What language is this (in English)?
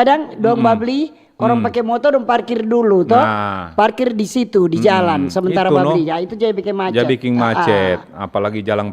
Manado Malay